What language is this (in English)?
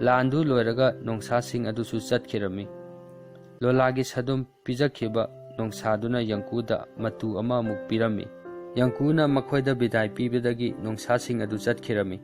Manipuri